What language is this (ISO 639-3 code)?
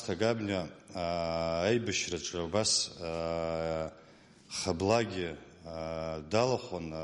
abk